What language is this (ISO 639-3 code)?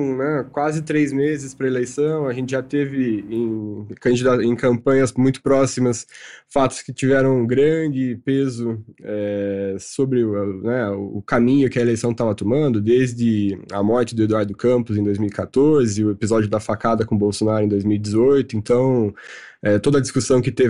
por